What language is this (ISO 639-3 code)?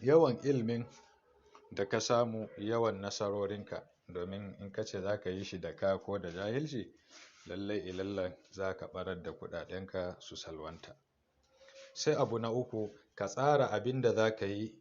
hau